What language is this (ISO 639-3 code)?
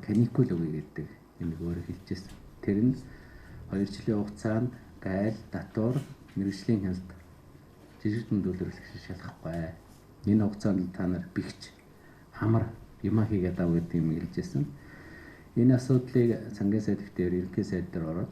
mon